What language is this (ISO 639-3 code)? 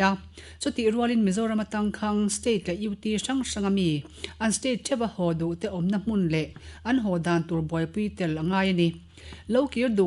lus